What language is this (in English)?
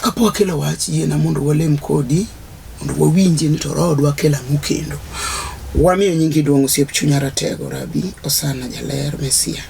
Luo (Kenya and Tanzania)